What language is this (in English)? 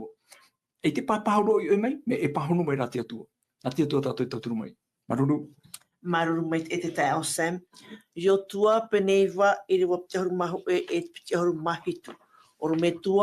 Tahitian